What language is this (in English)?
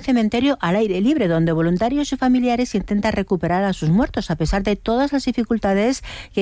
Spanish